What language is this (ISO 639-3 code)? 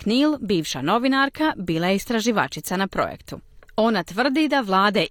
hrv